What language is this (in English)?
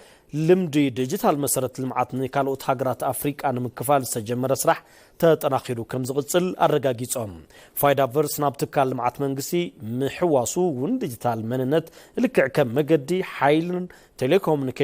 Tigrinya